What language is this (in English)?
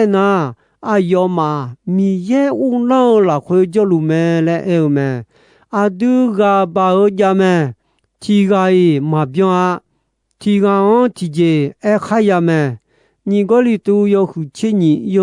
Akha